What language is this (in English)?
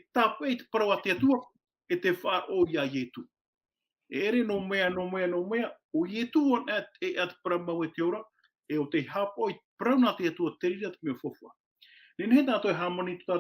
Tahitian